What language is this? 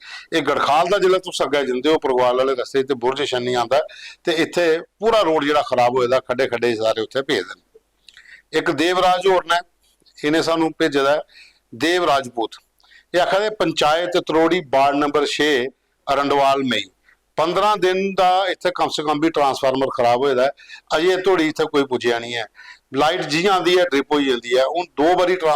Dogri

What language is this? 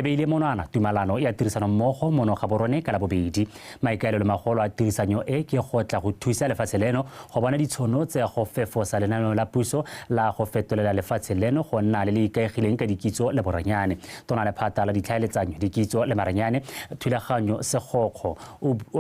Tswana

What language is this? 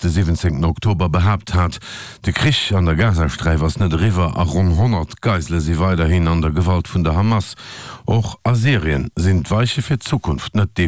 Luxembourgish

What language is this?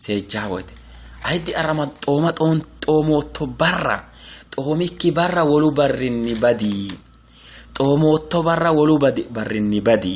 Sidamo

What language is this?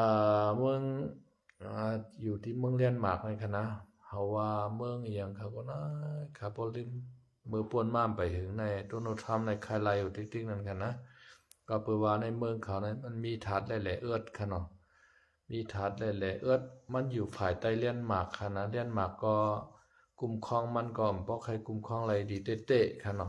Shan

